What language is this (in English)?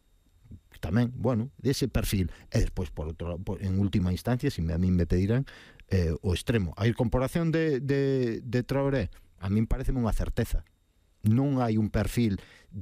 Galician